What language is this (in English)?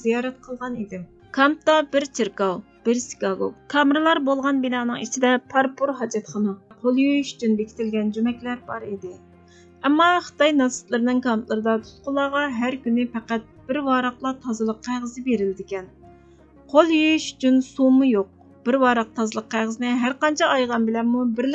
Uyghur